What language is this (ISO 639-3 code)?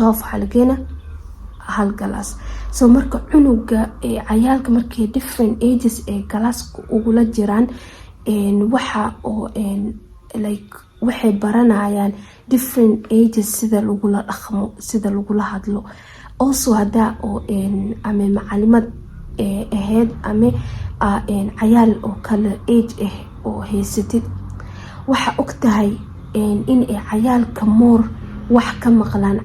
som